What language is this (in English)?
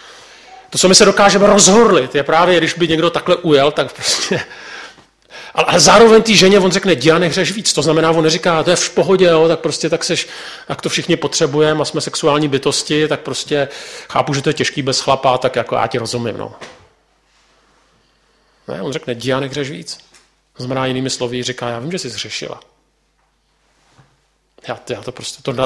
Czech